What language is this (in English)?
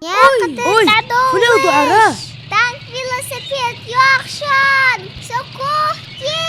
Ingush